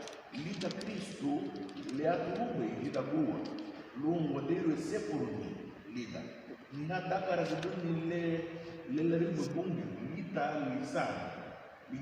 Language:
Garifuna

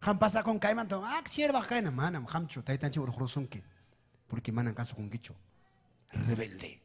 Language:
Ayacucho Quechua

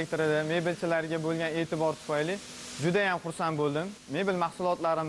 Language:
Uzbek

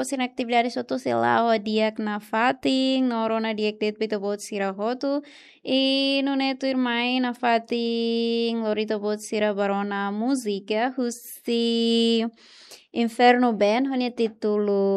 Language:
Tetum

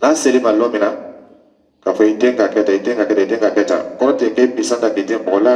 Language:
Dyula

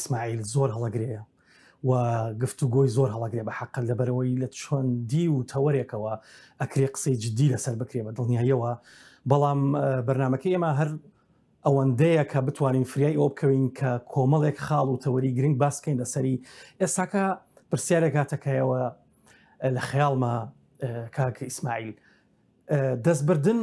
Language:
Central Kurdish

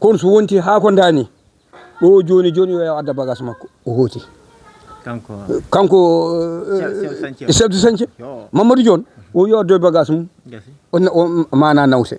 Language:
Fula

